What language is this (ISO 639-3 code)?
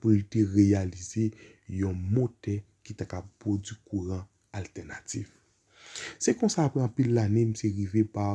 hat